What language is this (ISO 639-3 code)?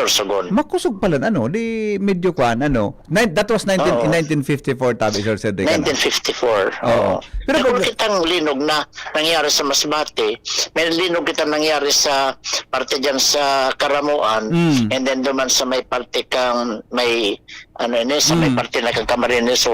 bik